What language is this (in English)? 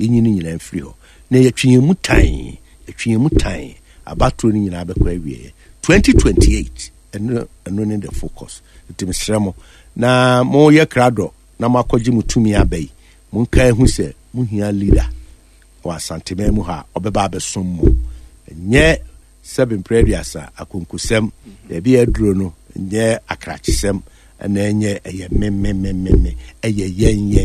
Akan